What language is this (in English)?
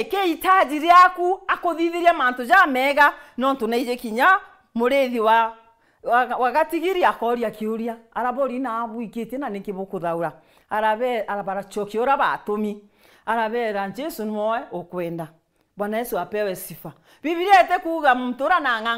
Meru